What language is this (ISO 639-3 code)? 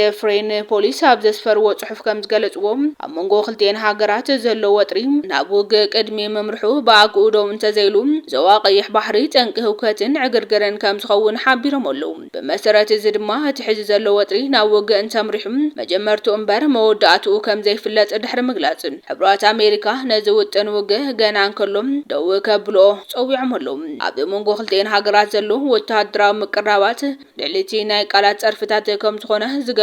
tir